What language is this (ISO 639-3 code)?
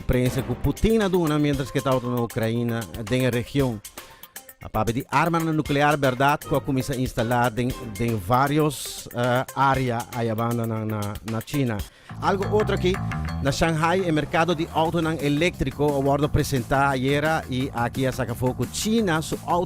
pap